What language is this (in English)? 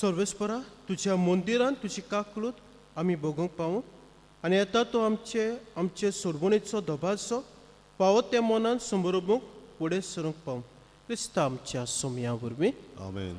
Konkani